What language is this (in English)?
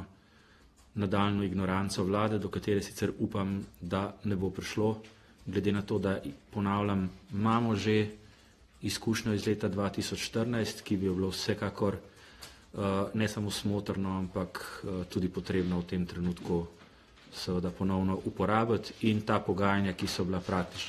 Slovenian